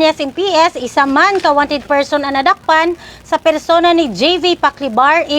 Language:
Hiligaynon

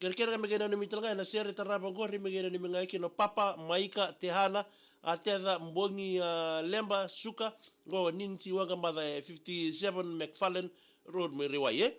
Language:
Fijian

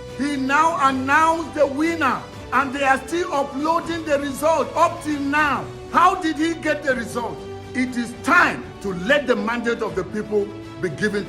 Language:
Nigerian Pidgin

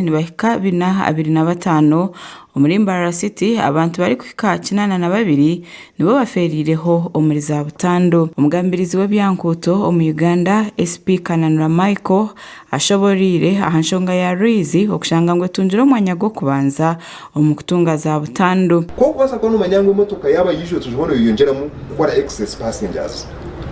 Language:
Nyankole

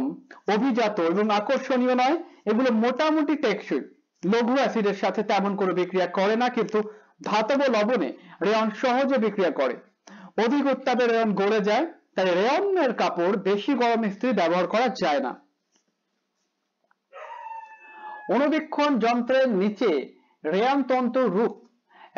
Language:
Bangla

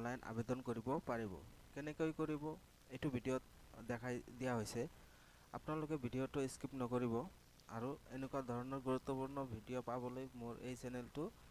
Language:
Assamese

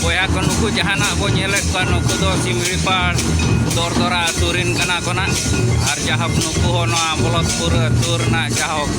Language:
Santali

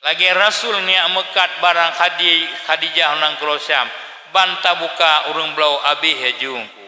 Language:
Achinese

